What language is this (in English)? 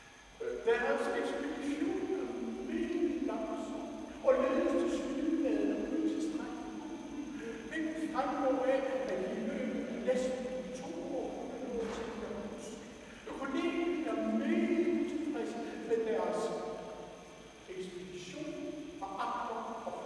Danish